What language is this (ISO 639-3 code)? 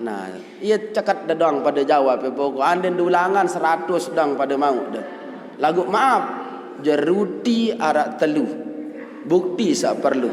sas